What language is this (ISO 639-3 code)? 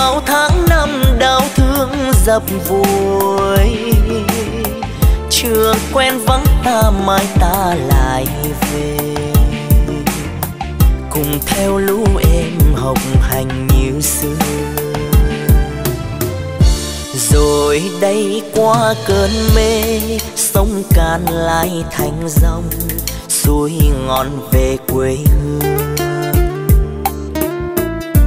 vie